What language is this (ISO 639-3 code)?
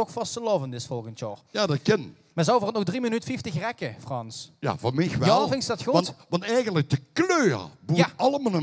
lim